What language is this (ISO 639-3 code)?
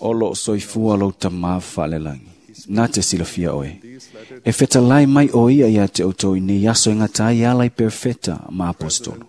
smo